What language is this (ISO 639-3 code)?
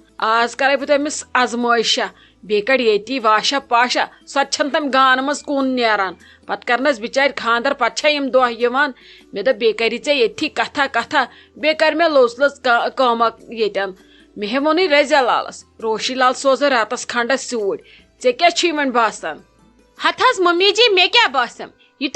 kas